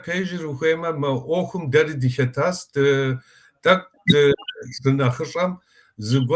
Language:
Kabardian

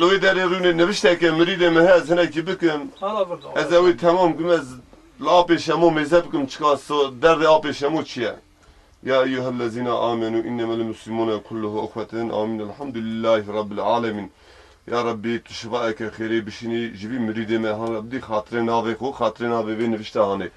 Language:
Kurdish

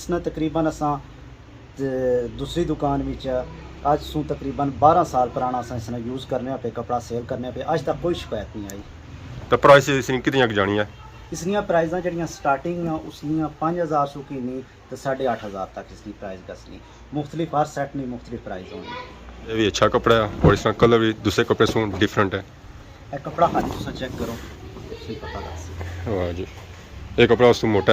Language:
Pahari-Potwari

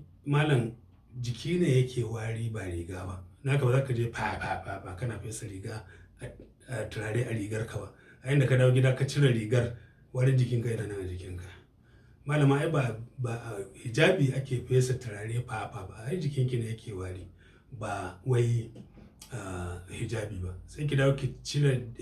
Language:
Hausa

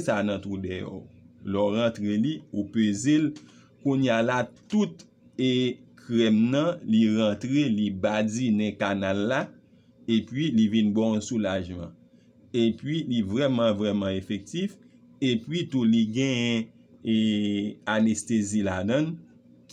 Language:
Haitian Creole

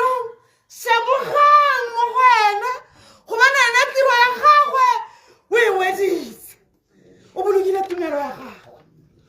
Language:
Tswana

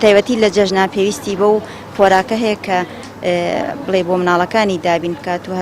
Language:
Central Kurdish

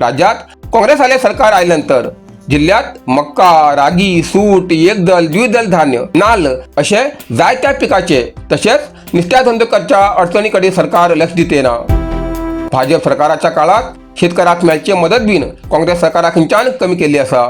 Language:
Konkani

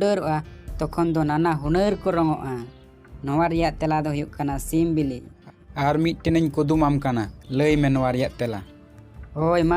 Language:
Santali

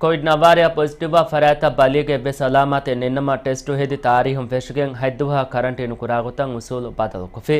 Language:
Divehi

